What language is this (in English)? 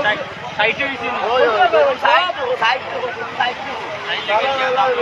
Sylheti